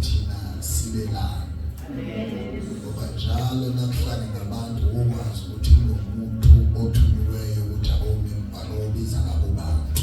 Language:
Zulu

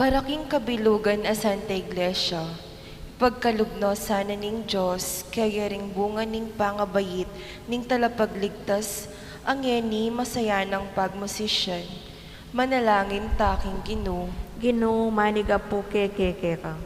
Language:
Pampanga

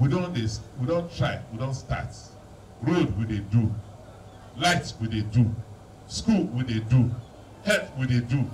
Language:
Nigerian Pidgin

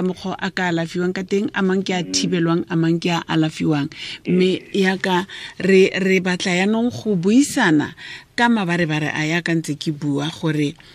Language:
Tswana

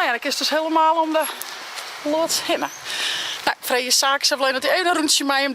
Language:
Western Frisian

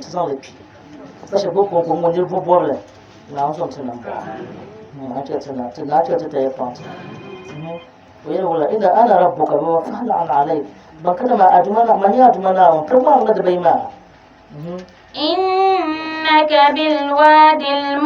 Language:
Dagbani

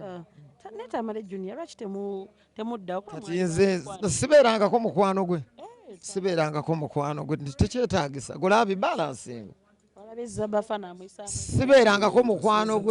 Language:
Ganda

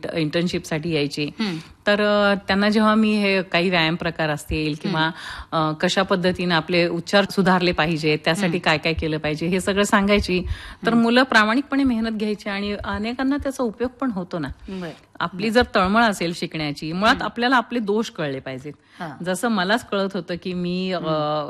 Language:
Marathi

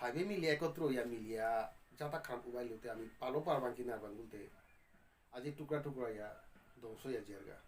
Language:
Bishnupriya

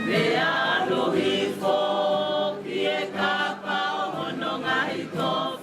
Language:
Tongan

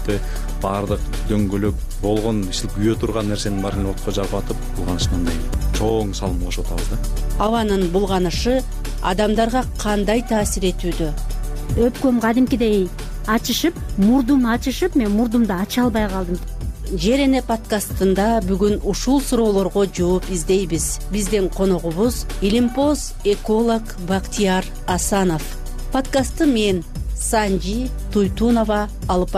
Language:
Kyrgyz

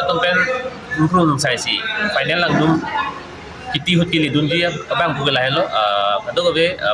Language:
Karbi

